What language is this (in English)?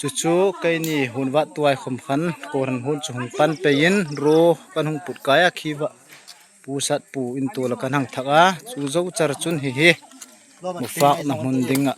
Hmar